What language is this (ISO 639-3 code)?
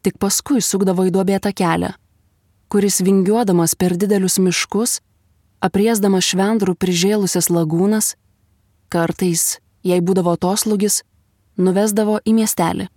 lit